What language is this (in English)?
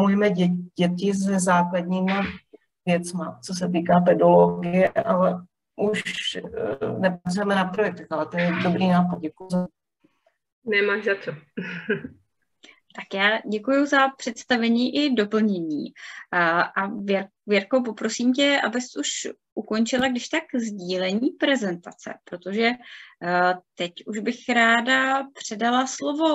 Czech